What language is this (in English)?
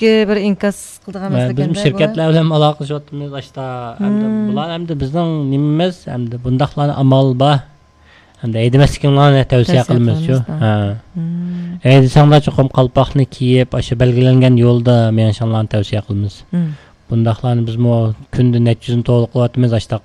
Uyghur